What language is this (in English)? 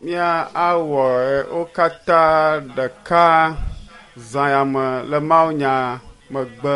Ewe